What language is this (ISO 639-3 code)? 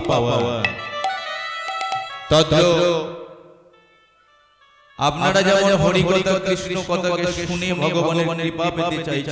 ben